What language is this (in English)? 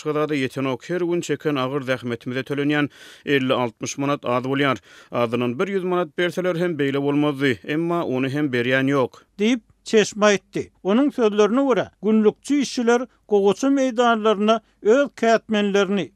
Turkmen